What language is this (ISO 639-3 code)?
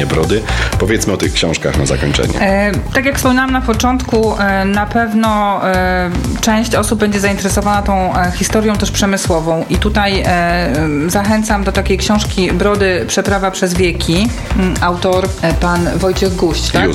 pol